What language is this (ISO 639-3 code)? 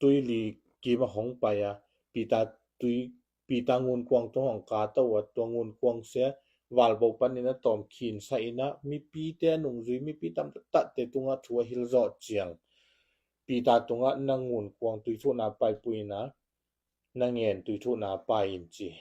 ctd